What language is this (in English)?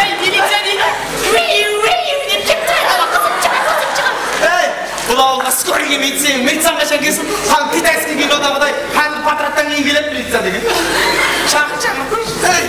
Kara-Kalpak